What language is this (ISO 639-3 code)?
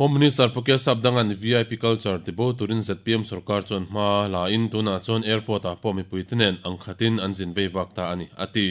lus